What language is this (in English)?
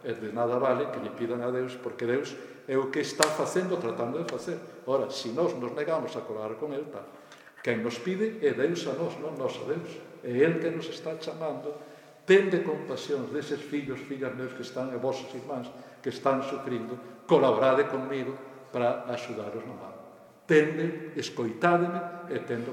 Galician